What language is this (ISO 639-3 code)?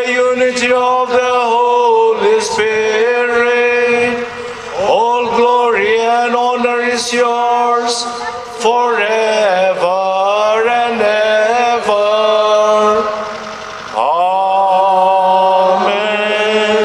nmf